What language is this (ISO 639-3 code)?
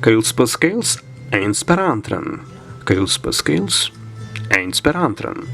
prg